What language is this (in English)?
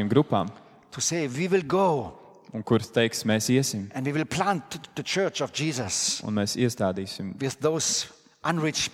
Latvian